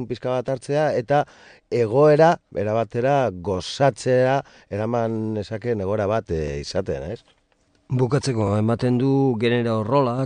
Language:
Basque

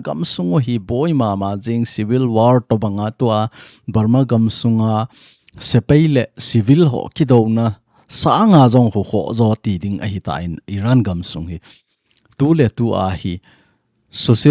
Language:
Thado Chin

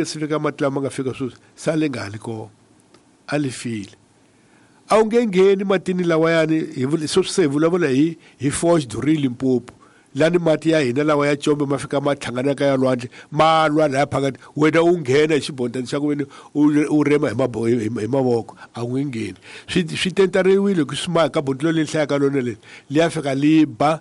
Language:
Tsonga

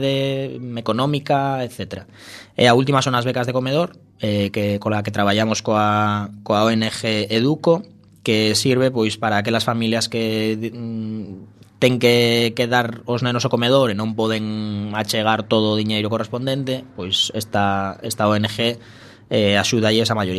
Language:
Galician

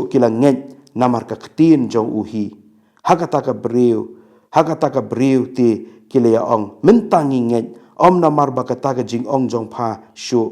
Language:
Khasi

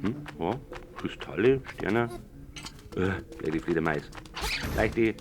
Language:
Bavarian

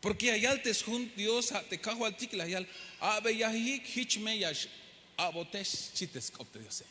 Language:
Tzeltal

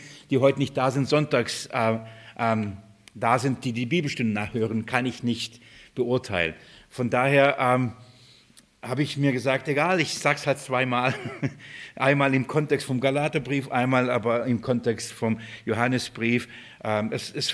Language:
German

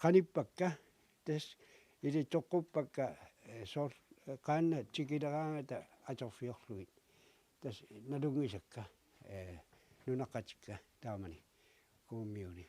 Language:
Kalaallisut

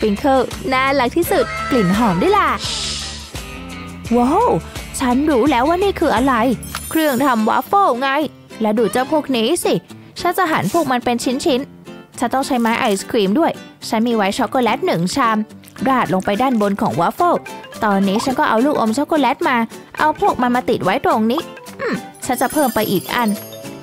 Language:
Thai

